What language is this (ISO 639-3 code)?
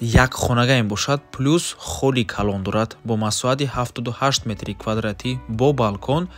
tgk